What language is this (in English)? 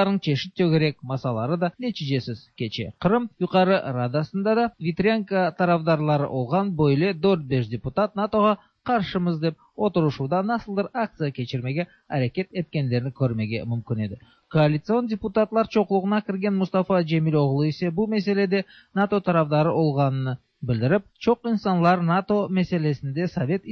Tatar